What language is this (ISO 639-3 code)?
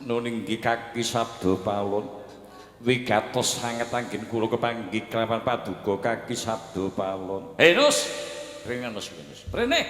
jav